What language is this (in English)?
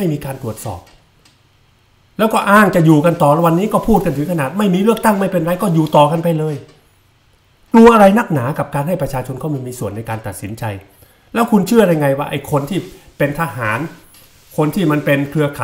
Thai